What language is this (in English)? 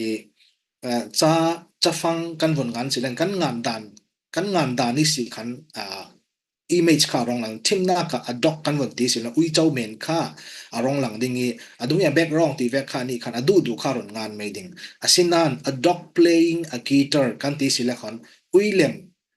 Falam Chin